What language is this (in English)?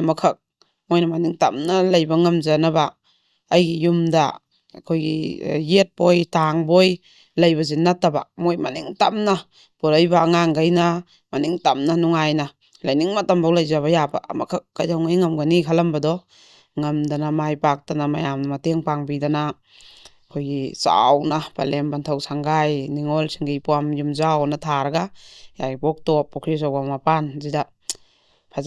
Manipuri